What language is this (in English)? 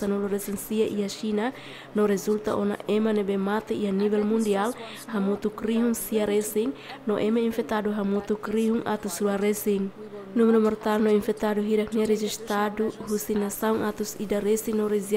Tetum